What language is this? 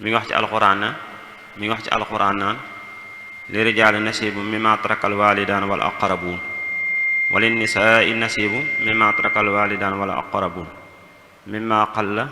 Wolof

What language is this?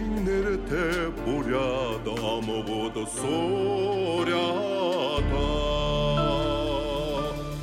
Buriat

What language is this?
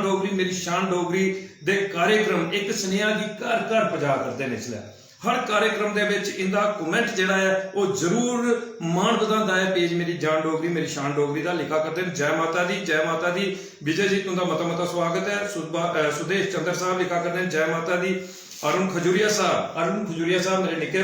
Dogri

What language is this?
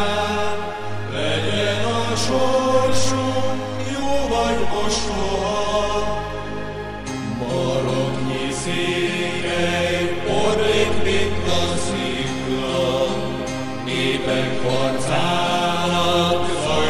Hungarian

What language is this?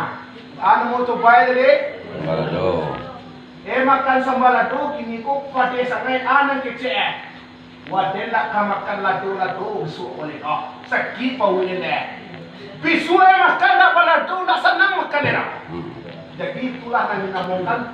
Minangkabau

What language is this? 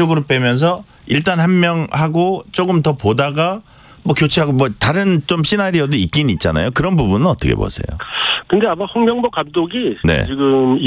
Korean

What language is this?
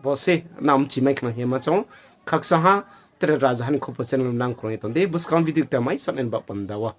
Riang (India)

